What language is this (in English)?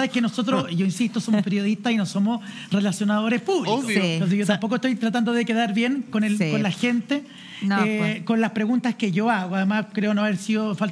Spanish